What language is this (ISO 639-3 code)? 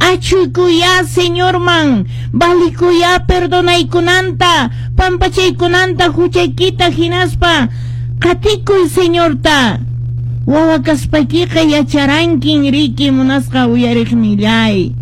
que